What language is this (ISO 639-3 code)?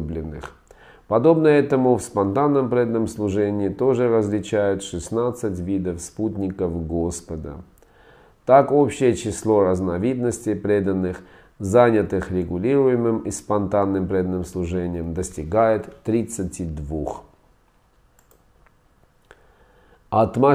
rus